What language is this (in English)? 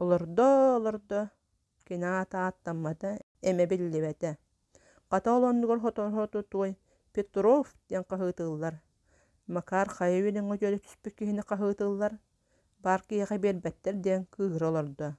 Yakut